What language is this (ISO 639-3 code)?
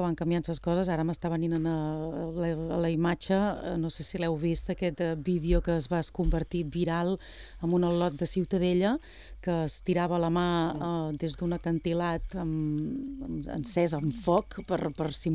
cat